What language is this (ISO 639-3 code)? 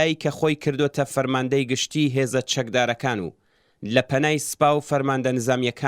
ckb